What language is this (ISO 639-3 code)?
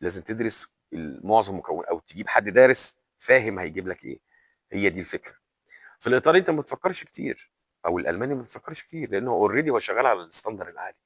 arz